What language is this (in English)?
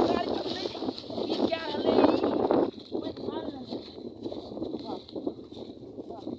Maithili